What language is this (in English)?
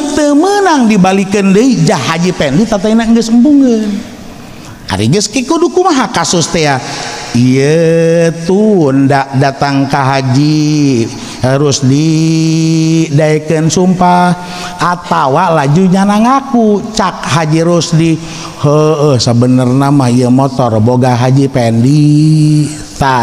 Sundanese